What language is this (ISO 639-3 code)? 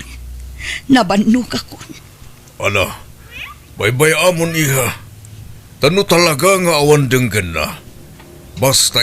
ilo